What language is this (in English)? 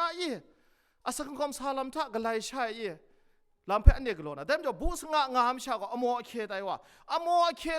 Kachin